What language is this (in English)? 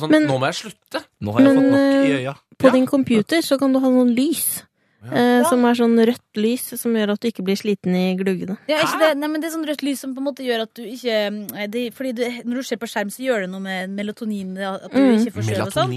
Norwegian